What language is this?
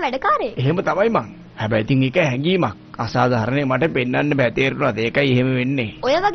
Sinhala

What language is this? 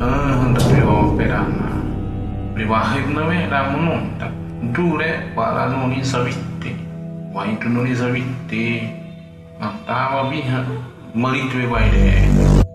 Xavánte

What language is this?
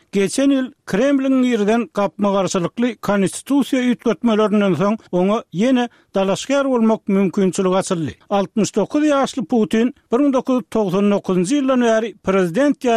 Turkmen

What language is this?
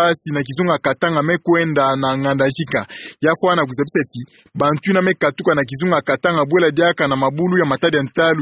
Kituba (Democratic Republic of Congo)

